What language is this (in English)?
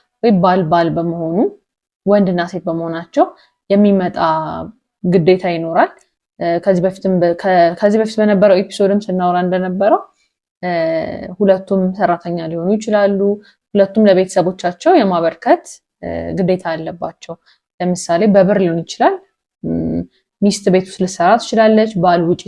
Amharic